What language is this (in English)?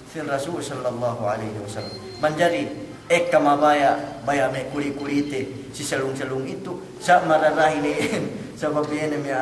Yakan